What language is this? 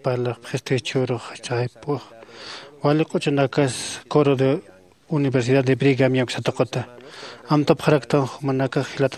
Aymara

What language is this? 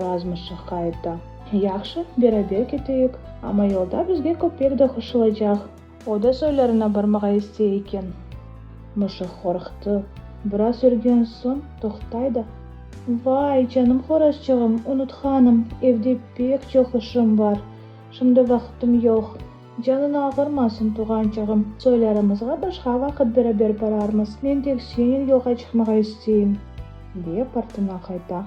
Crimean Tatar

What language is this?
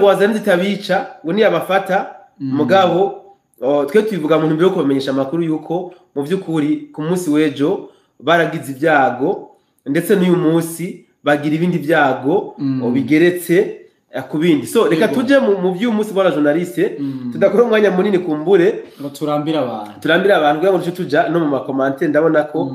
Rundi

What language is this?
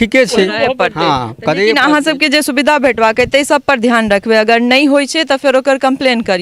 Maithili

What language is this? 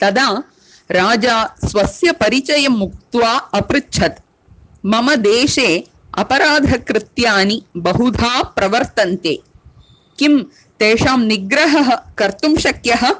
Sanskrit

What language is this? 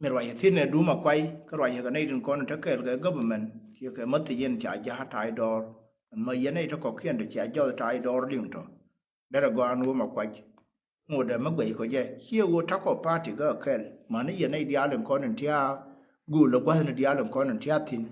Nuer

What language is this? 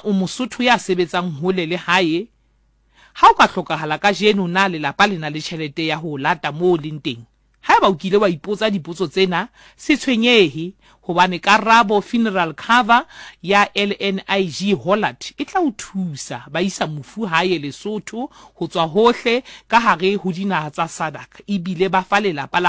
Southern Sotho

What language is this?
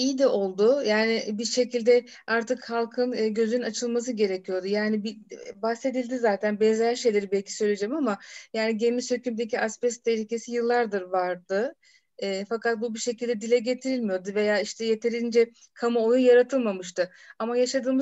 Turkish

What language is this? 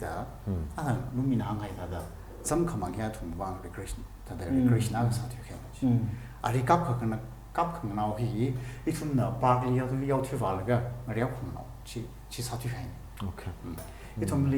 Tangkhul Naga (India)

